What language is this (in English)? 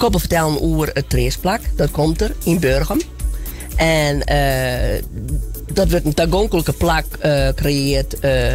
Western Frisian